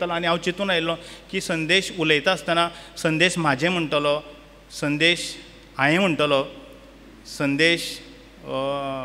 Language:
Konkani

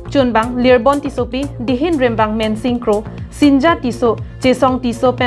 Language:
Karbi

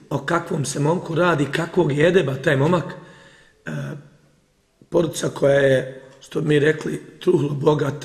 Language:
Bosnian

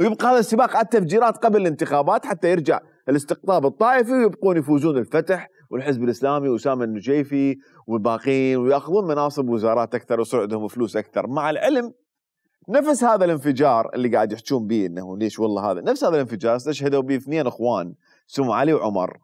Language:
Mesopotamian Arabic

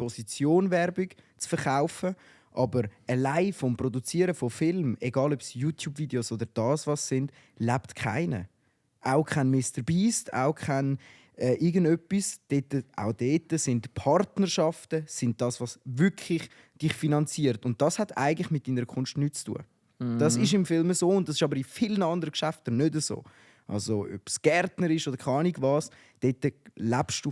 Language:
Swiss German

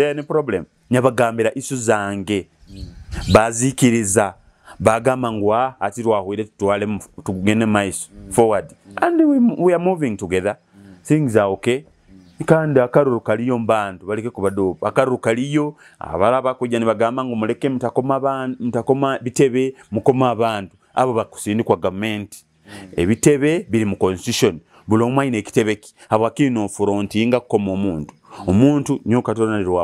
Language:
Nyoro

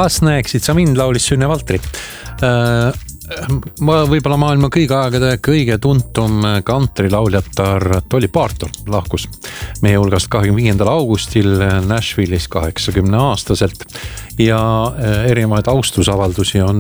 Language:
Estonian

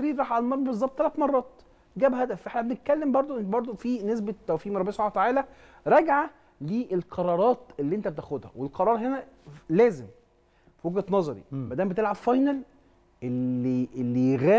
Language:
Egyptian Arabic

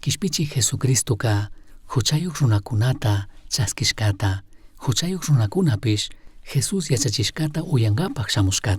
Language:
Chimborazo Highland Quichua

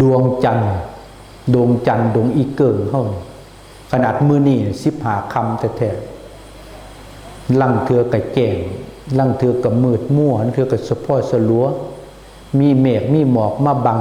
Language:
Northeastern Thai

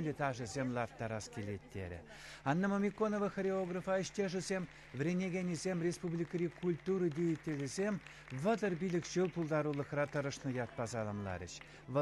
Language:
Chuvash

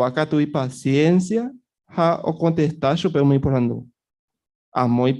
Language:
Guarani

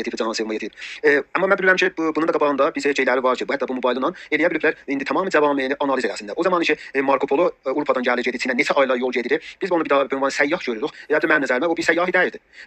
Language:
South Azerbaijani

